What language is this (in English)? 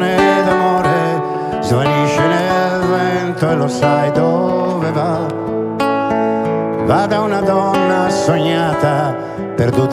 Italian